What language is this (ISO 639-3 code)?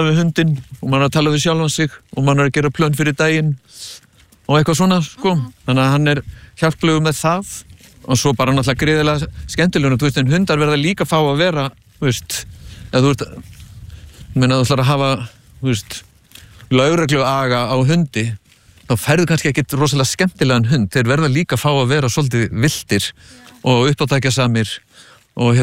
isl